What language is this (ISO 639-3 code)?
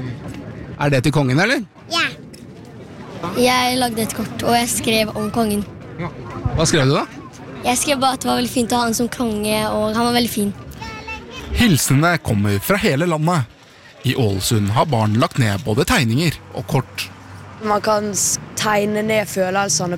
nor